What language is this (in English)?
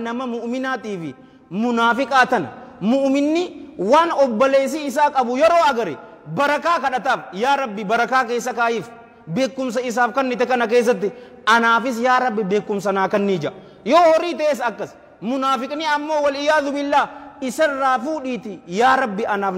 Oromo